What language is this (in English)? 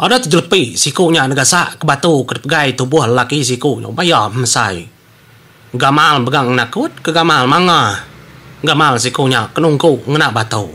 Iban